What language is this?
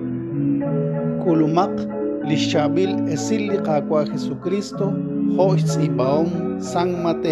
Kekchí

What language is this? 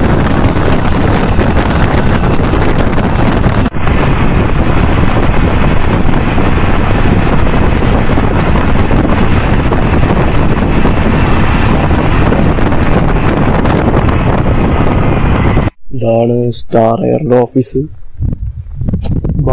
Malayalam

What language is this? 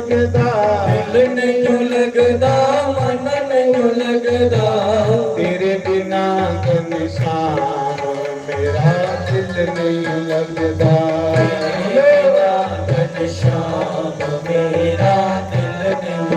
Dogri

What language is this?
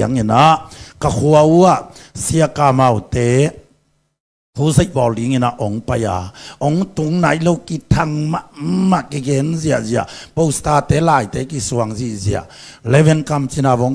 Tedim Chin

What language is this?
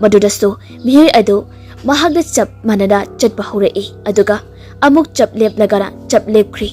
Manipuri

